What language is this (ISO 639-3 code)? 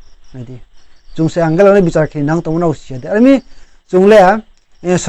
ria